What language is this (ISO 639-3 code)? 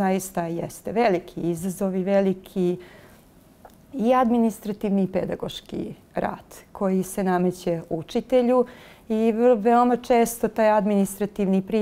bos